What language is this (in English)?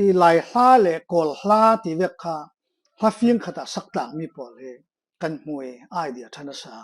Falam Chin